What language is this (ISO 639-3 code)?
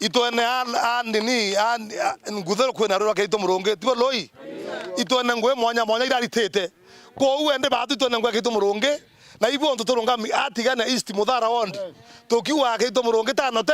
mer